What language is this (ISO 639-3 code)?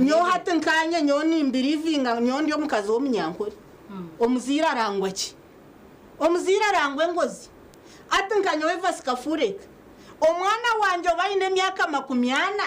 nyn